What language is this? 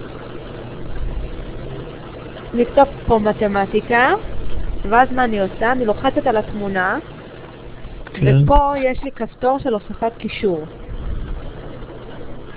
Hebrew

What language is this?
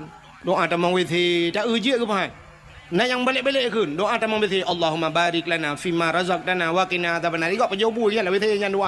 Achinese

